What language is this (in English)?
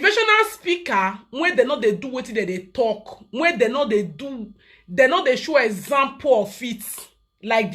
Nigerian Pidgin